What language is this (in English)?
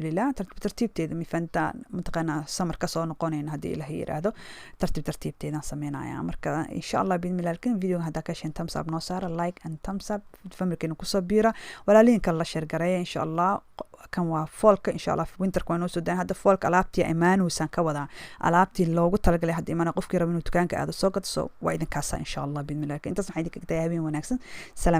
Somali